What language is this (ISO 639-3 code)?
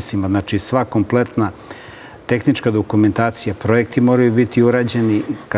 srp